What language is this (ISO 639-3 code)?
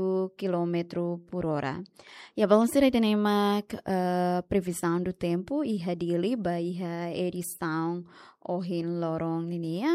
tet